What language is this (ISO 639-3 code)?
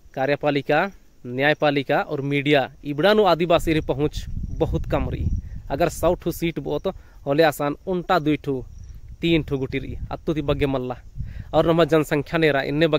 kru